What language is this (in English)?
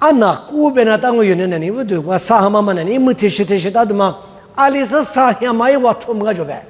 Lisu